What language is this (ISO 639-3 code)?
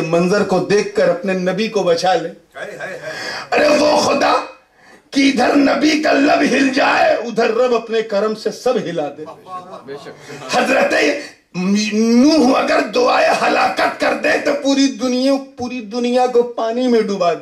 urd